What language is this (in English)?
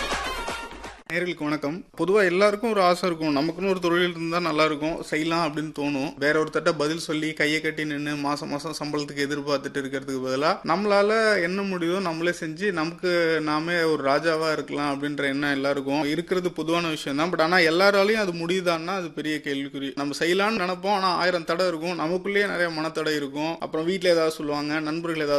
Tamil